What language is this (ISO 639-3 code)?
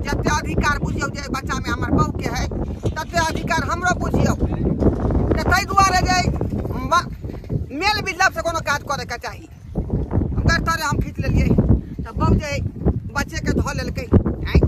mai